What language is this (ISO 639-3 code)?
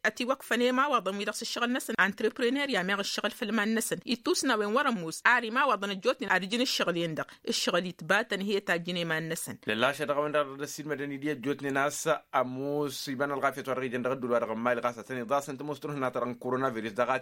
taq